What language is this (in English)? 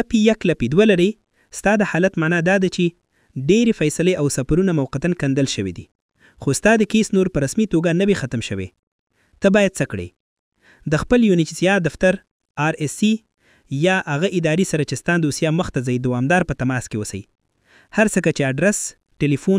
Pashto